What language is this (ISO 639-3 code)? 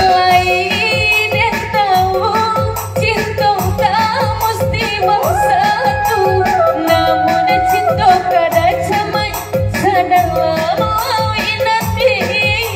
min